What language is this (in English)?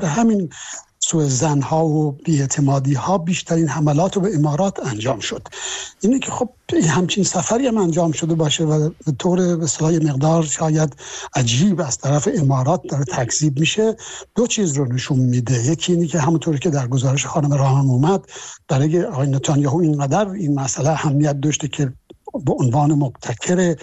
Persian